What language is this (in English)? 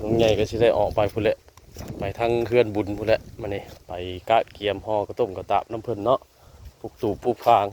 Northeastern Thai